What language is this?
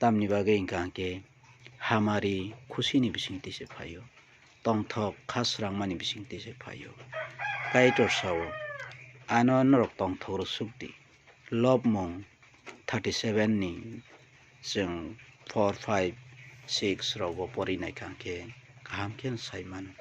Kok Borok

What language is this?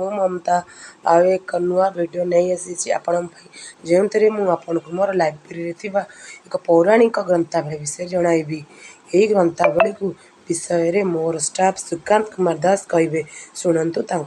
Odia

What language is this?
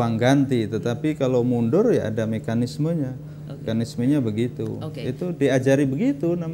Indonesian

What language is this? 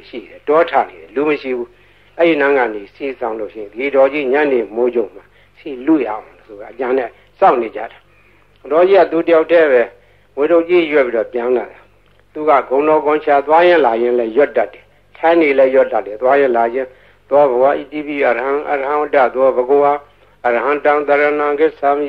Burmese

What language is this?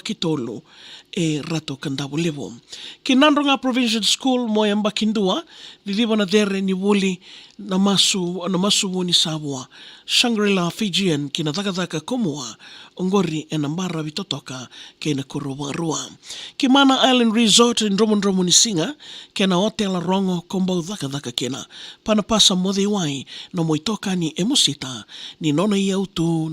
Fijian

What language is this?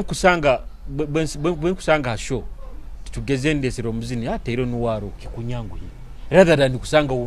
Nyoro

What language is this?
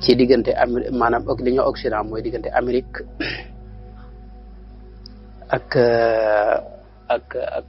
Wolof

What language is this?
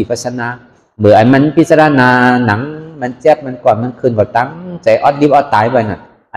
Shan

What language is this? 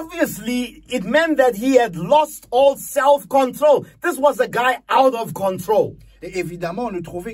Morisyen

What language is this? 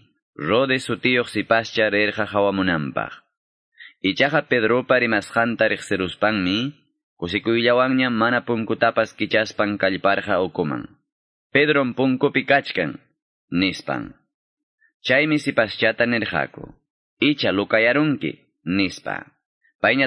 Quechua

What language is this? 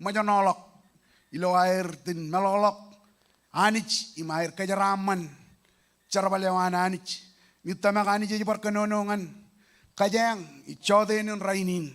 Marshallese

